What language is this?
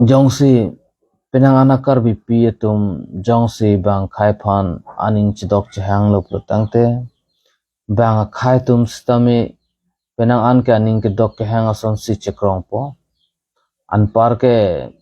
Karbi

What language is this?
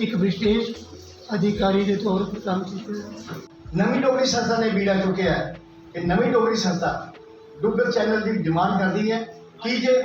Dogri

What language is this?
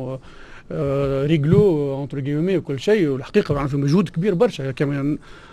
Tunisian Arabic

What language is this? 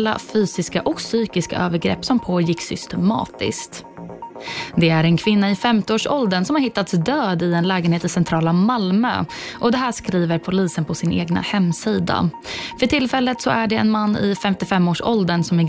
Swedish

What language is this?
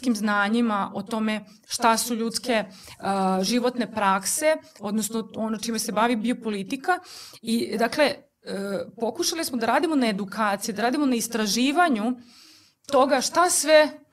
Serbian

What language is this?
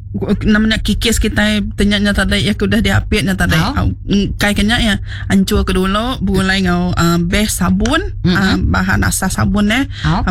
Iban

